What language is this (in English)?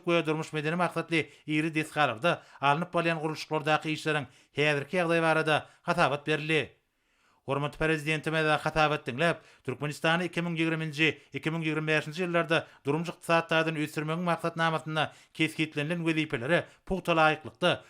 Turkmen